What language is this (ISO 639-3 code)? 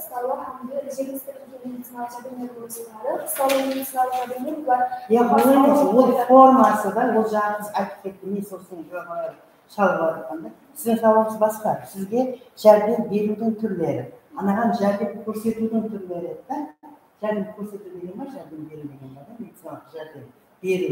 kaa